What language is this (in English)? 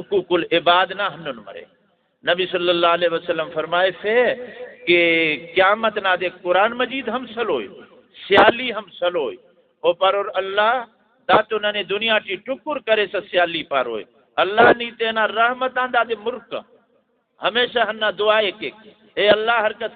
Brahui